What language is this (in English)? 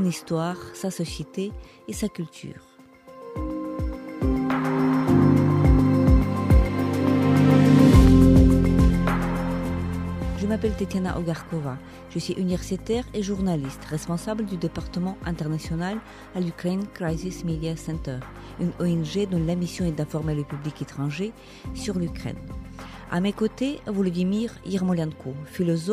French